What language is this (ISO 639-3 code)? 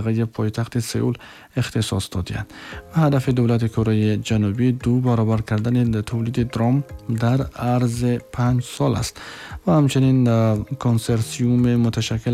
tgk